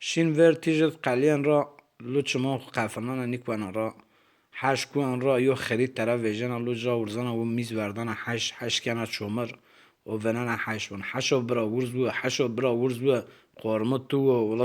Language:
Zaza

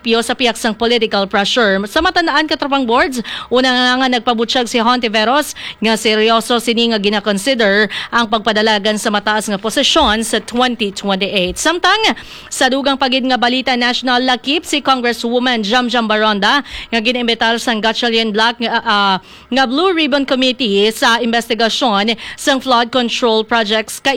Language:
Hiligaynon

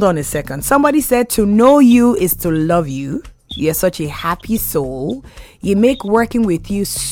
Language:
English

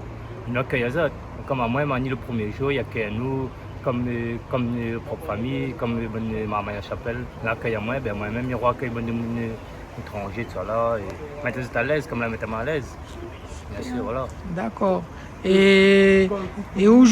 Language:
Réunion Creole French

